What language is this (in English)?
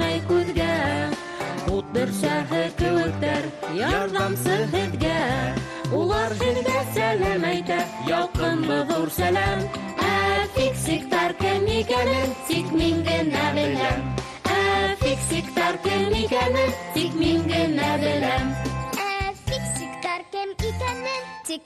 Bashkir